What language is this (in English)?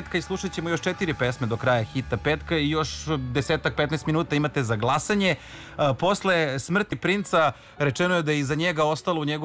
Serbian